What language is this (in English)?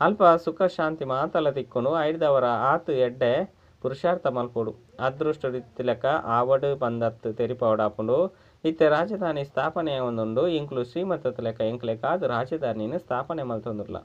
Tulu